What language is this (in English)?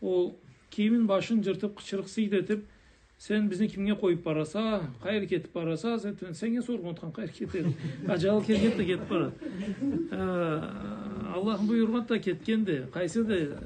Karachay-Balkar